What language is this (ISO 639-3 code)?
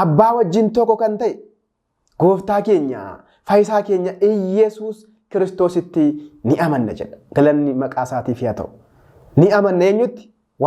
orm